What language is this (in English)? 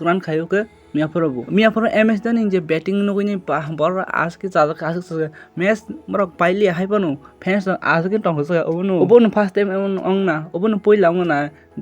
Kok Borok